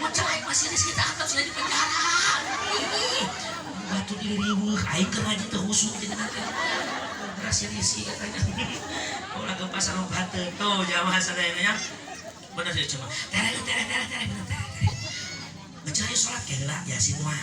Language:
Sundanese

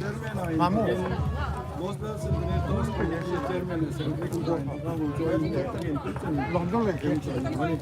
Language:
Hmar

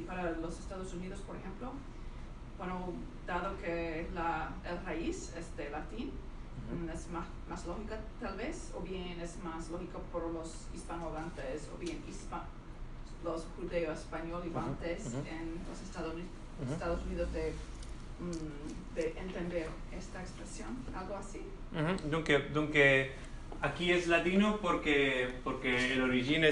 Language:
Ladino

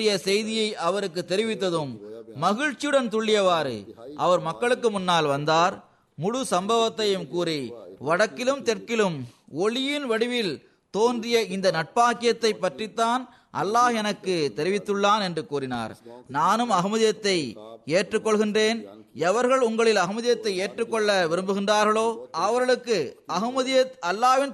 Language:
Tamil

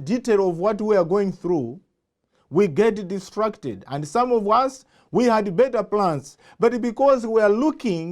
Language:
English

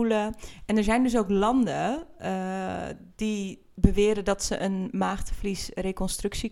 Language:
Dutch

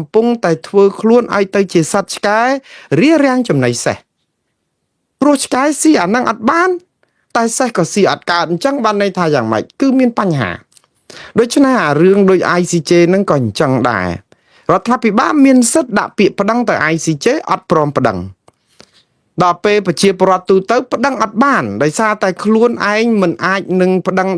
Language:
Khmer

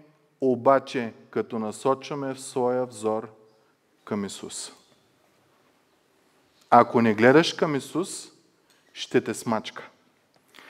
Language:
Bulgarian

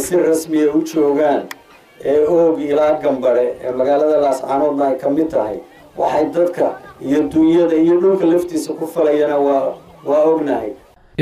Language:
Somali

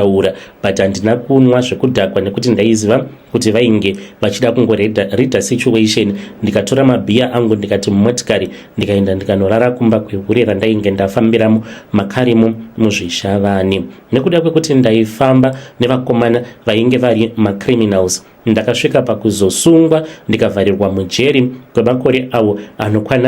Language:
Shona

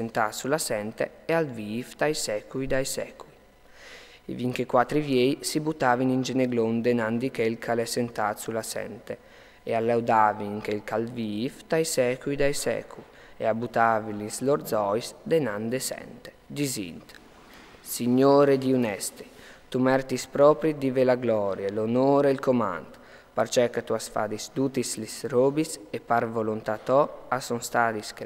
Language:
Friulian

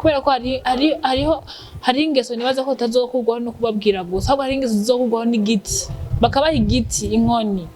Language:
Rundi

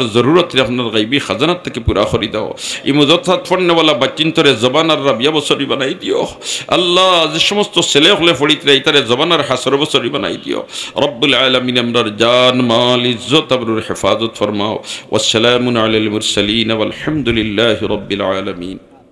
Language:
Sylheti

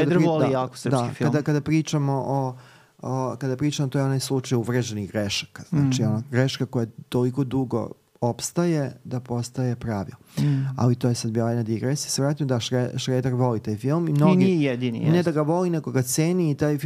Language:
Serbian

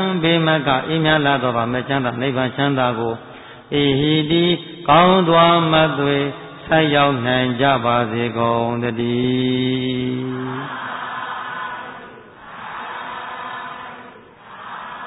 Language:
Burmese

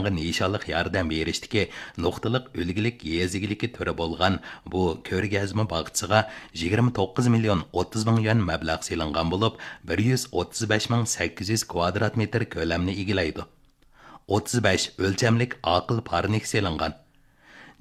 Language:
Uyghur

